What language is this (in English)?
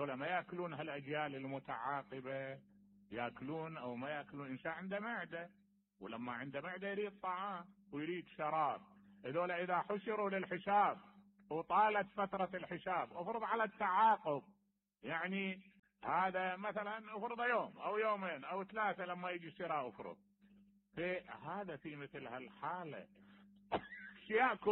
Mesopotamian Arabic